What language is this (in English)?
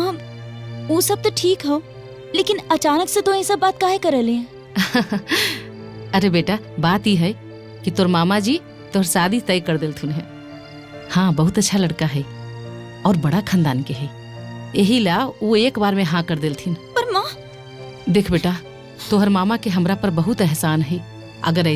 Magahi